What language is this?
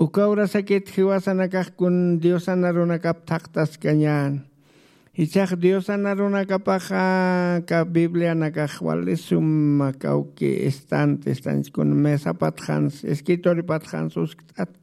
Aymara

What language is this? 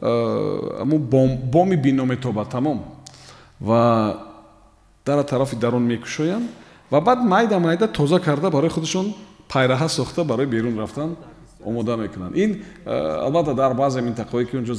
Tajik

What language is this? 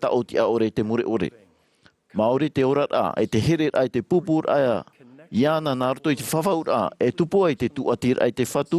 Tahitian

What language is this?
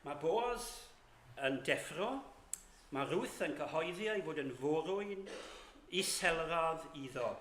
Welsh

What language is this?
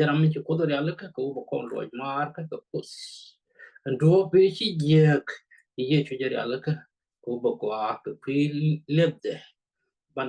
Nuer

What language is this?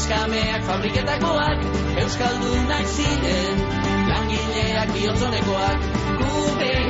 Basque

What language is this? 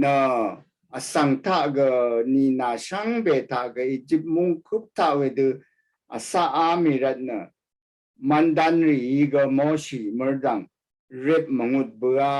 Rawang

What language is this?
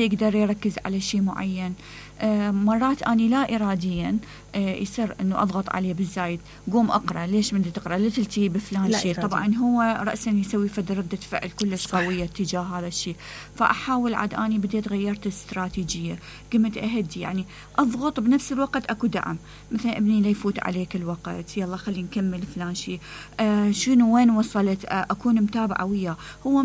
Mesopotamian Arabic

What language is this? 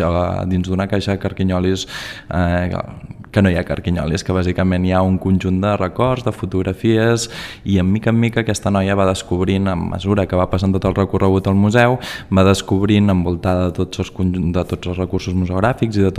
Catalan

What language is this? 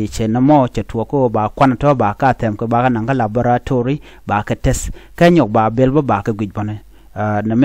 Nuer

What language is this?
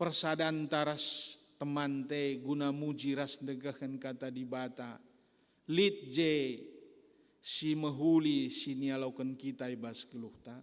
Batak Karo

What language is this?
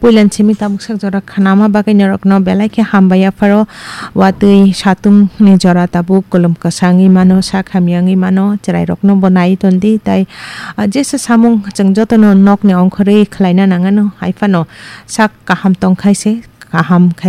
Kok Borok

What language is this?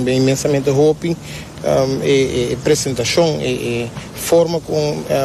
Papiamento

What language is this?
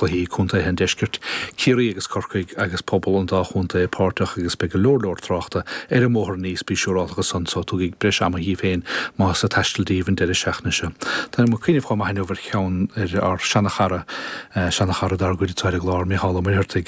Irish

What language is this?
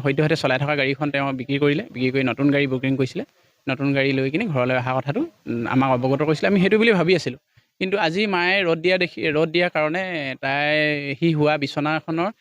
Assamese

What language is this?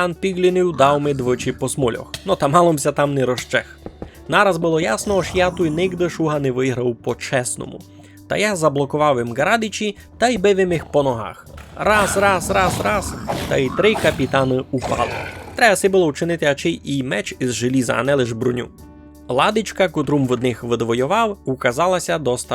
Rusyn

